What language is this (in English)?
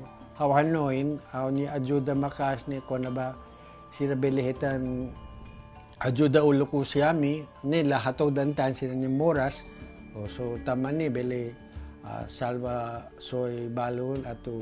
Tetum